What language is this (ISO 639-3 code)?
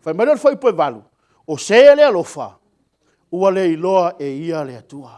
smo